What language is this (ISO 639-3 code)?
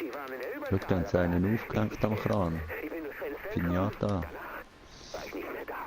gsw